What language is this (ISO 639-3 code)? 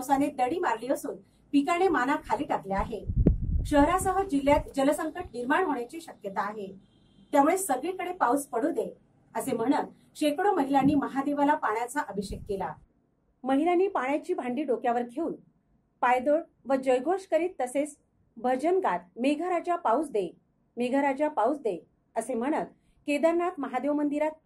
mar